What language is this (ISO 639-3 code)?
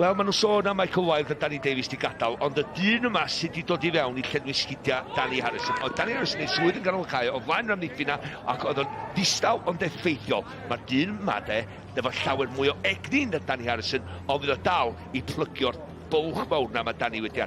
cym